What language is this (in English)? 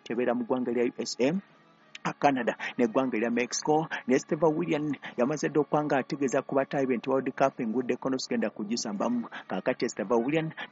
Ganda